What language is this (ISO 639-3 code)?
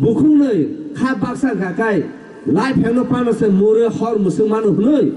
trp